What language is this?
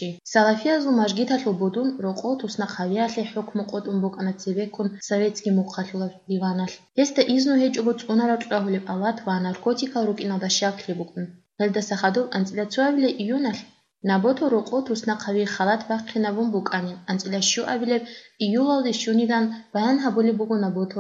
Avaric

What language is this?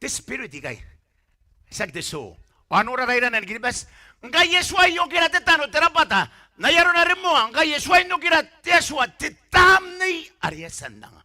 Gilbertese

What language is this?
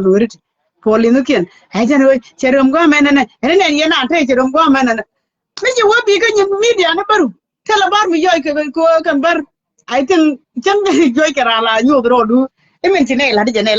Nuer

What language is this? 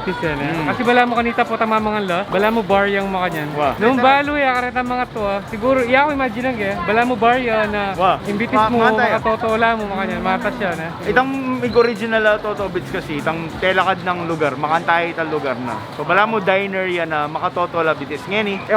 Pampanga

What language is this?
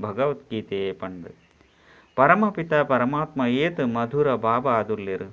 Tulu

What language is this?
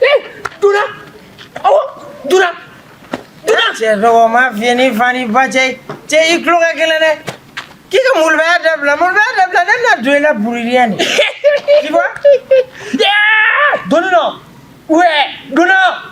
Bambara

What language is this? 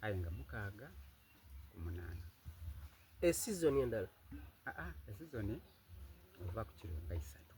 Soga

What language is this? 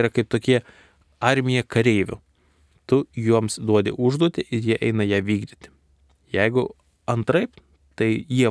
Lithuanian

